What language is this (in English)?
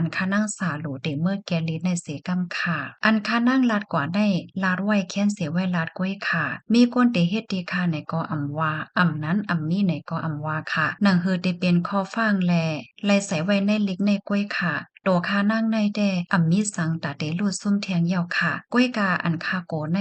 Shan